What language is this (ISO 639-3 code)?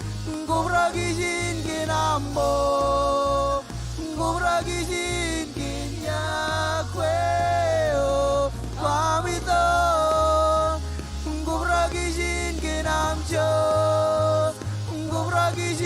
mah